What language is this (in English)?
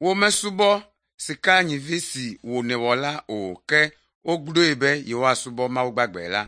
Ewe